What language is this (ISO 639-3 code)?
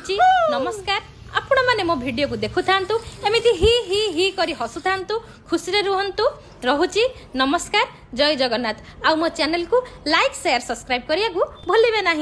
ori